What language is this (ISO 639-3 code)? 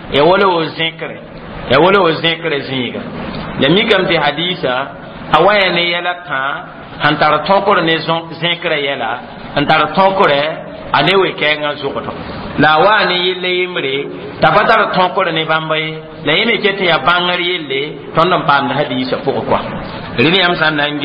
mos